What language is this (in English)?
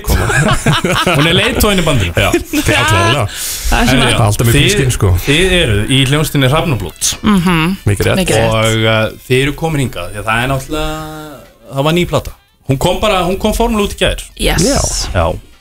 Icelandic